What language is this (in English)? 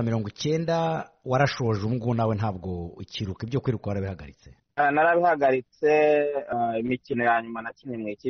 Kinyarwanda